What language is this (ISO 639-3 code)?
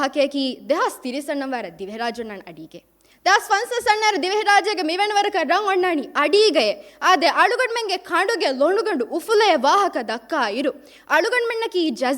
div